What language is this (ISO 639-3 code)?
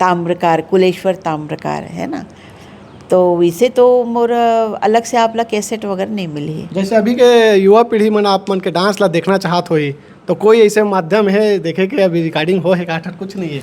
hne